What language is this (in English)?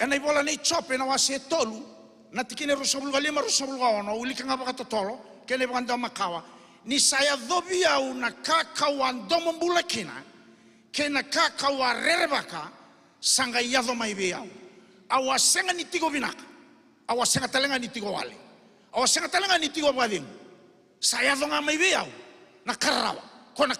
Fijian